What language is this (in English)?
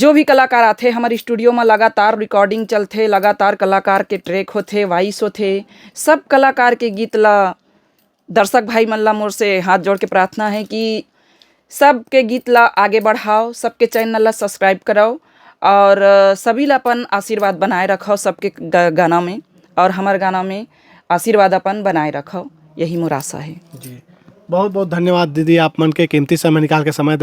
Chhattisgarhi